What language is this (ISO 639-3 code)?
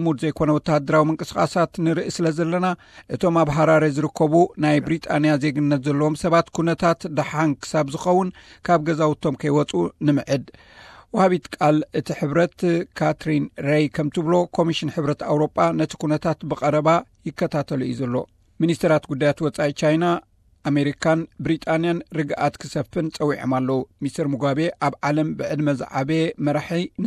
tir